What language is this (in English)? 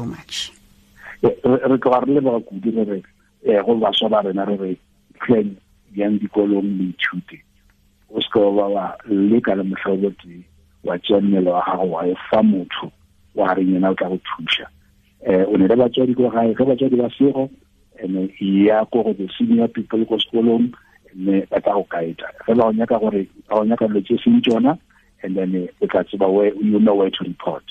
Tswana